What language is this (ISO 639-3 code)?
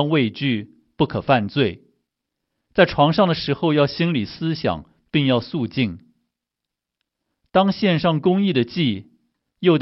zho